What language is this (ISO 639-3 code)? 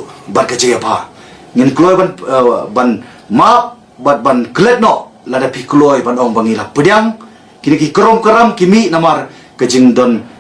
kha